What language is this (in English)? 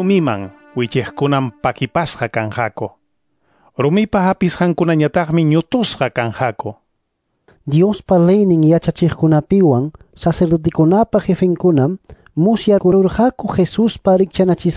Quechua